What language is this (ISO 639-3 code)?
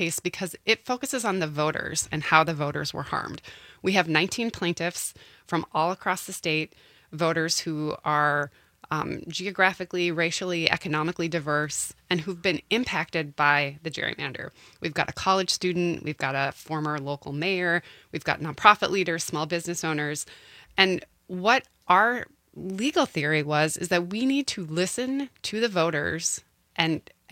eng